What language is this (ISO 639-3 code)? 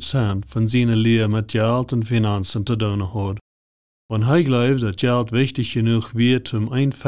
pdt